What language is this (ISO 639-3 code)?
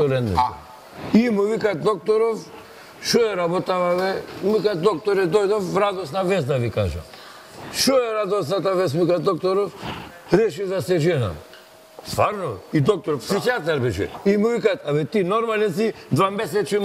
mkd